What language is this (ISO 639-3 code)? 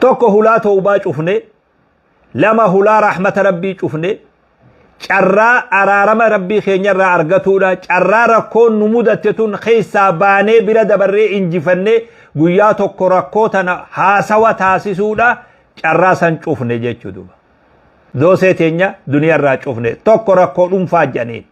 orm